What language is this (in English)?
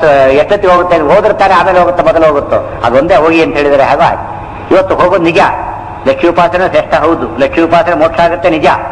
Kannada